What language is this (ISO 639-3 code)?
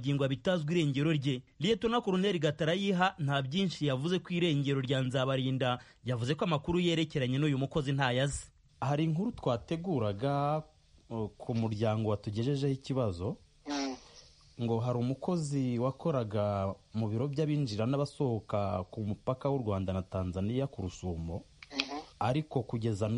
kin